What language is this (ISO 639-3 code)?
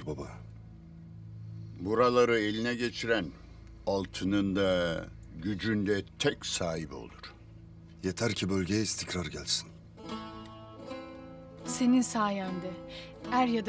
tur